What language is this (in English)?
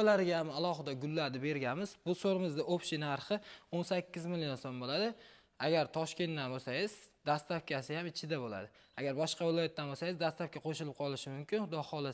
Uzbek